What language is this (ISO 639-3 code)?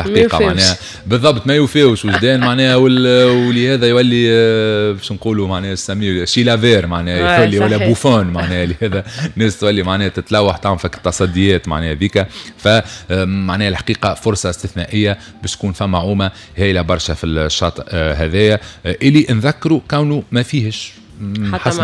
aeb